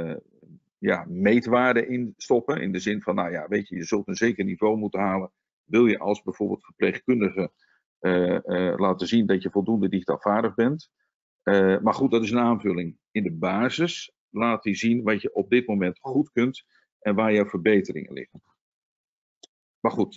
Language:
Dutch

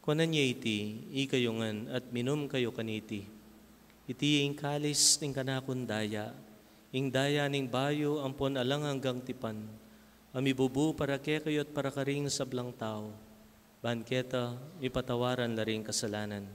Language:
Pampanga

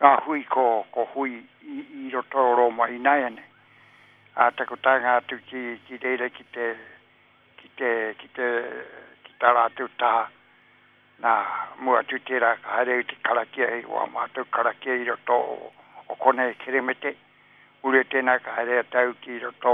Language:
Māori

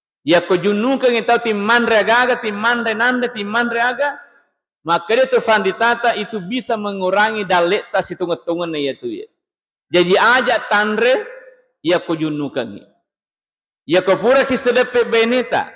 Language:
Buginese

